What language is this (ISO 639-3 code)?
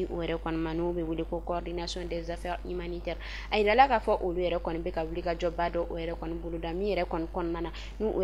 bam